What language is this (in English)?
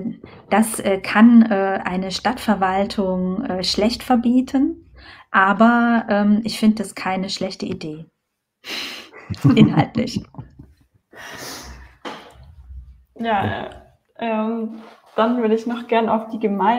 German